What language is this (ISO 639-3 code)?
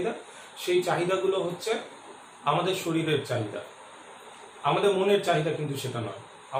ben